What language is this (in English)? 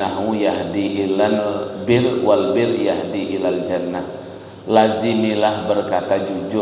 Banjar